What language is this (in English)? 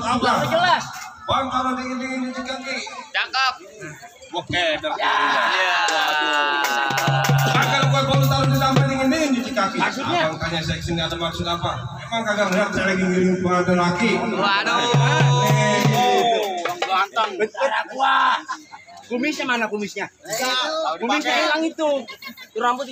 Betawi